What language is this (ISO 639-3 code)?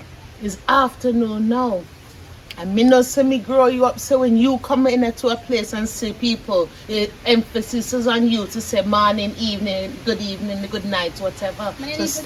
jam